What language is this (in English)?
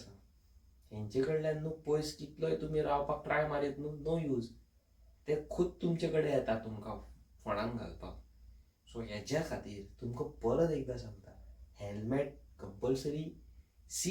Konkani